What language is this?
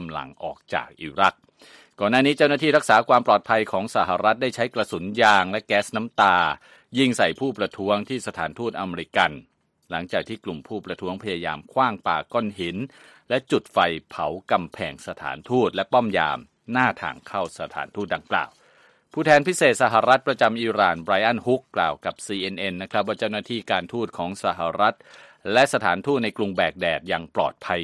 Thai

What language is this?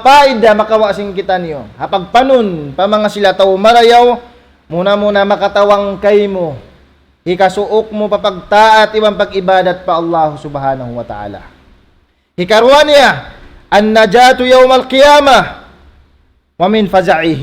Tausug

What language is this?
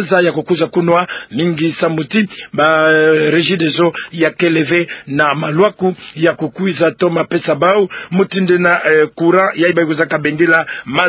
Kituba (Democratic Republic of Congo)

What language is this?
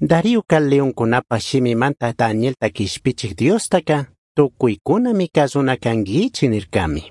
Chimborazo Highland Quichua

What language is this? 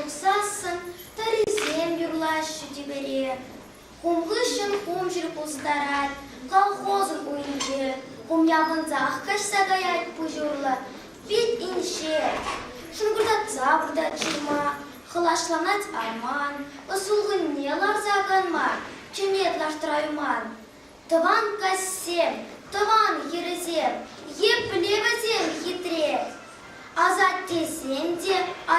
Chuvash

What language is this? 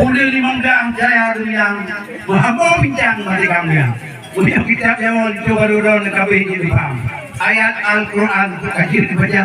Achinese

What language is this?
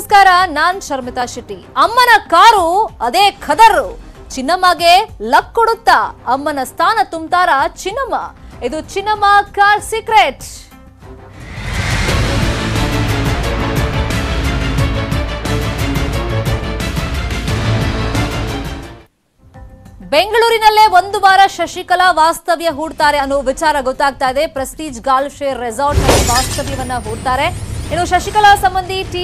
Kannada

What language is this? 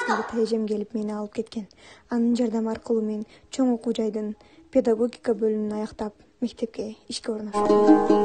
Kyrgyz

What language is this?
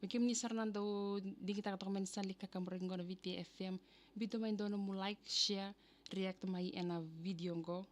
Fijian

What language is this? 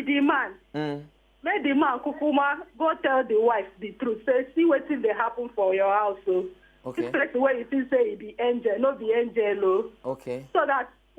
Nigerian Pidgin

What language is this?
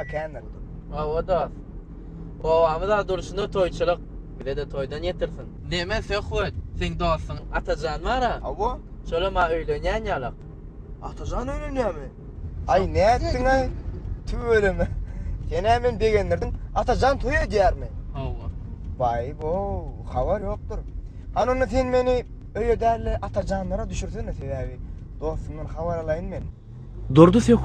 Turkmen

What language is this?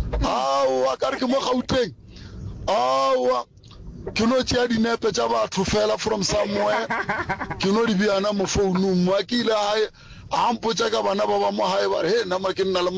Northern Sotho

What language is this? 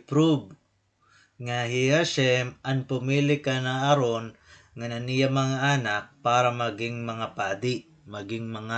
Waray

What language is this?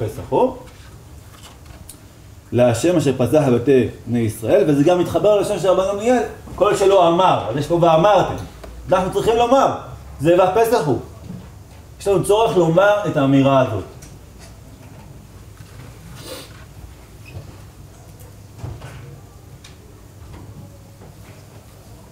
Hebrew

